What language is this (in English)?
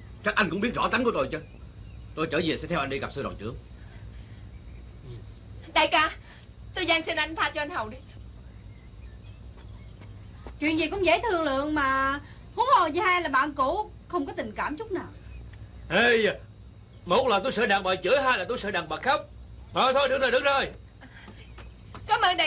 Vietnamese